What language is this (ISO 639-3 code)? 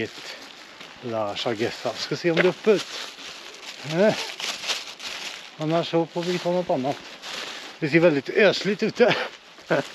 swe